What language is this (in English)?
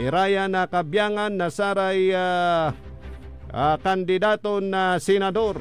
Pangasinan